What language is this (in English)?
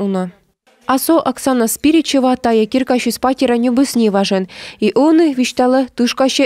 Komi